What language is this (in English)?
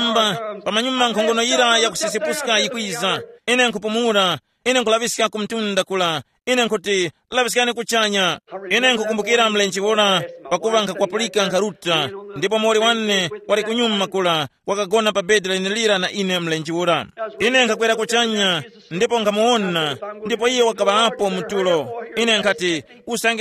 Tumbuka